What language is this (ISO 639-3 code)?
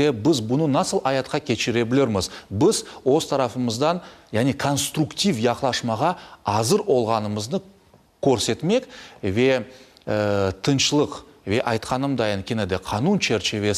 crh